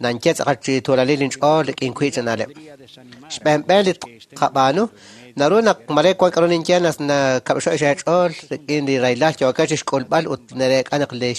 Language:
Kekchí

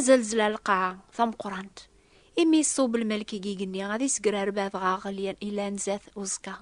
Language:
Kabyle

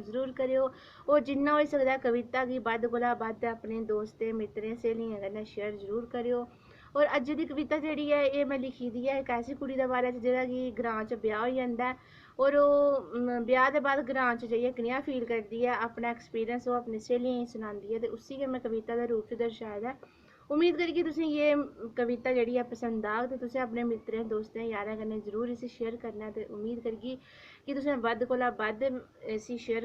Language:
Dogri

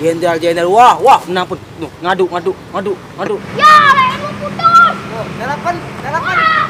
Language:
Betawi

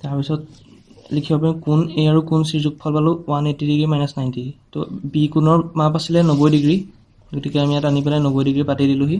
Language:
Assamese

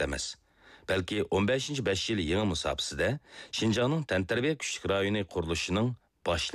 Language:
Uyghur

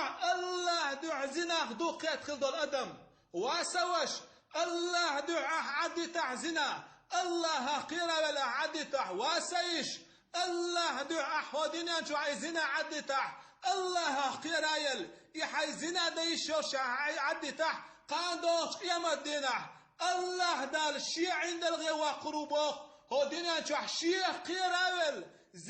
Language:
Chechen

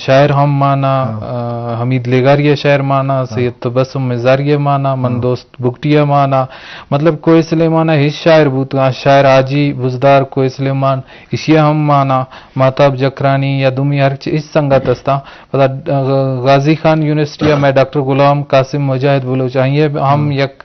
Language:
Eastern Balochi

